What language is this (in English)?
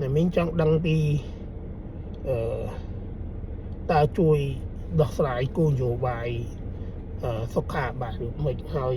Khmer